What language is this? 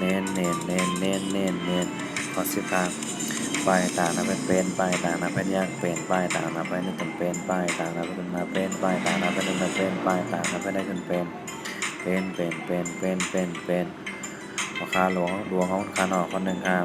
Shan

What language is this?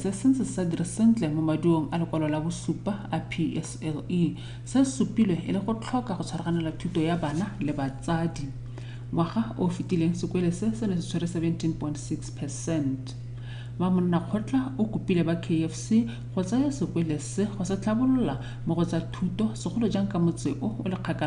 Tswana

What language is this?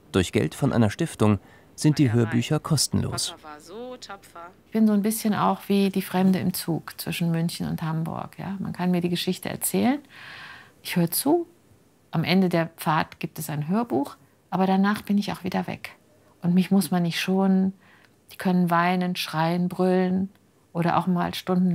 German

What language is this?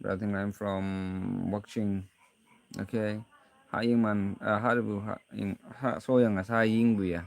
Naga Pidgin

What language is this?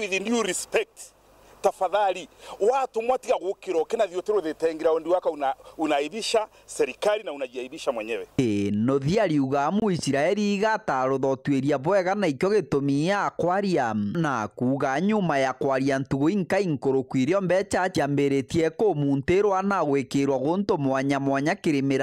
Meru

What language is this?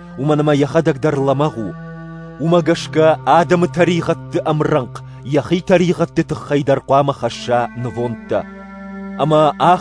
Ossetic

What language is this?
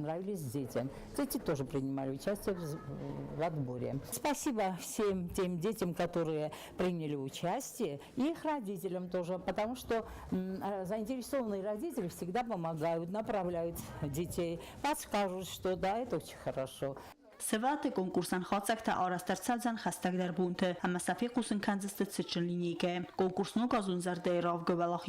Ossetic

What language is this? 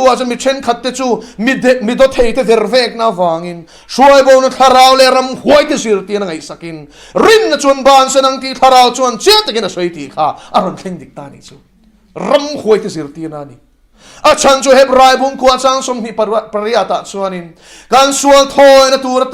Mizo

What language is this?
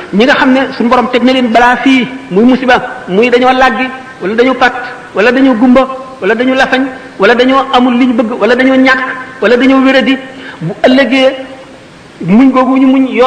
Wolof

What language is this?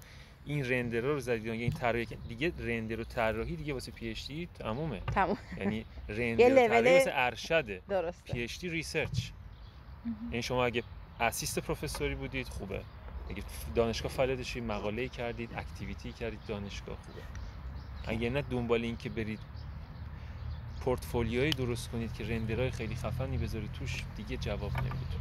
Persian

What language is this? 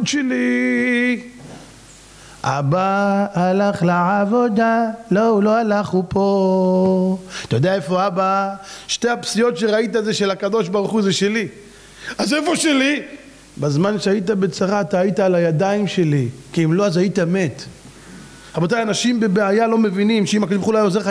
Hebrew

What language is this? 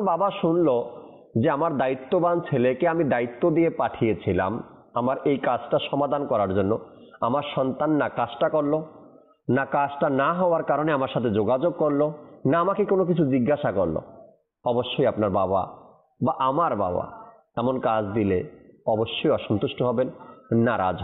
Bangla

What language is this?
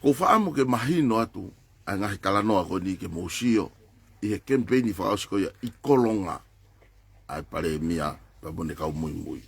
Tongan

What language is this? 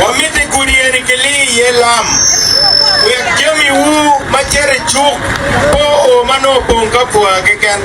Acoli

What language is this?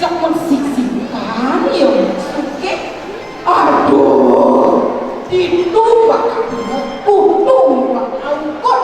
Balinese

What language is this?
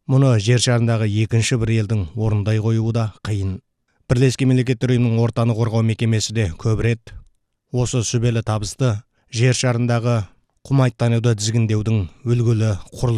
Kazakh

